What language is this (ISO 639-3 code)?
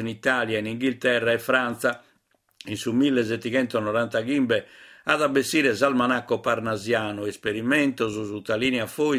srd